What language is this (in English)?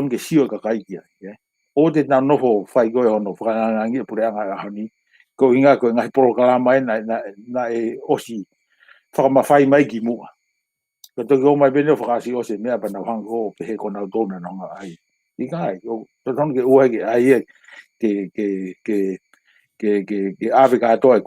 Tongan